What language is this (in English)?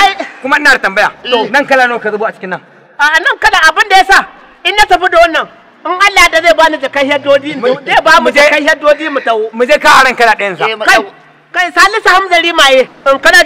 Hausa